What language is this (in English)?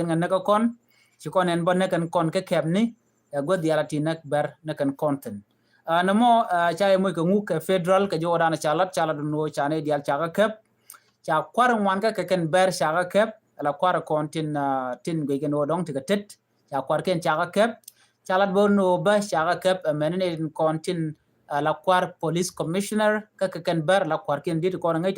Nuer